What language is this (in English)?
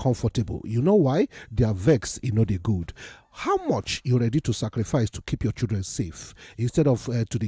Nigerian Pidgin